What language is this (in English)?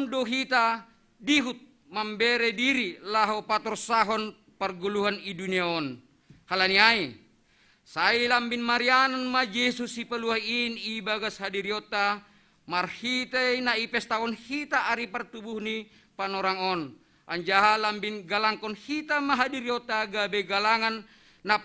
Batak Simalungun